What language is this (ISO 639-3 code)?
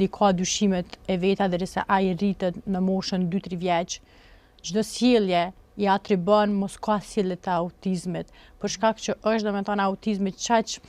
sqi